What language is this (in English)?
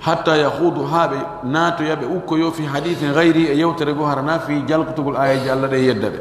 Pular